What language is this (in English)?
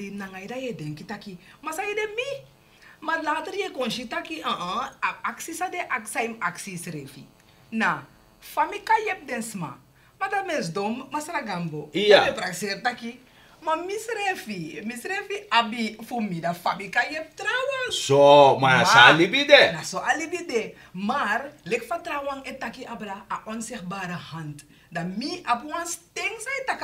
Sranan Tongo